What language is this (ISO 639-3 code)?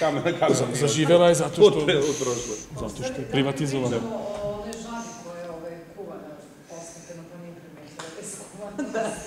srp